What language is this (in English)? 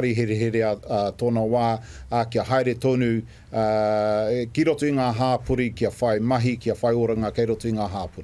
Māori